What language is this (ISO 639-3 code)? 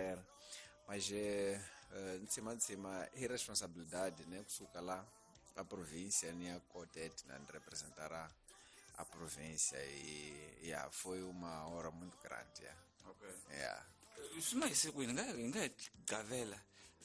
tso